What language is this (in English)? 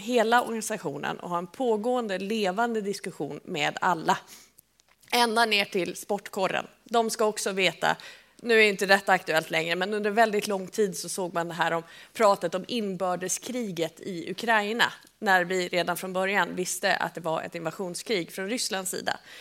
Swedish